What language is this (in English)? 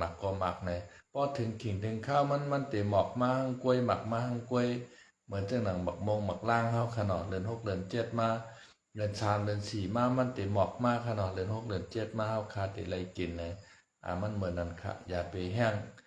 Shan